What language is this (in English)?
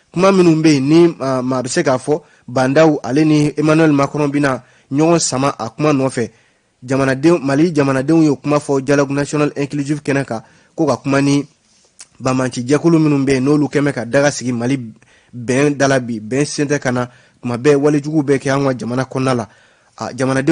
Bambara